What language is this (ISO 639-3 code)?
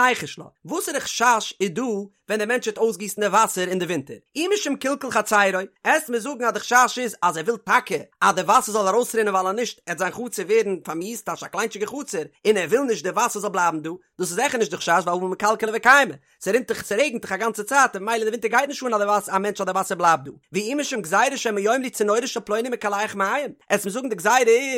yid